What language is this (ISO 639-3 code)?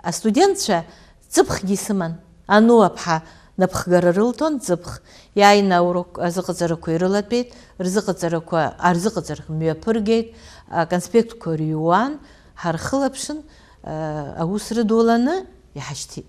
abk